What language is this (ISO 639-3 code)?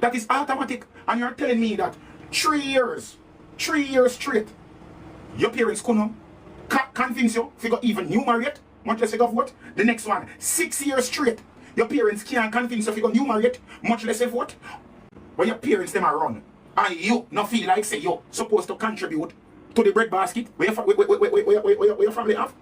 jam